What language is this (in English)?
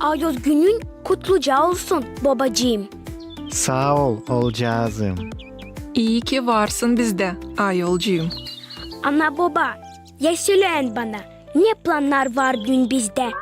Gagauz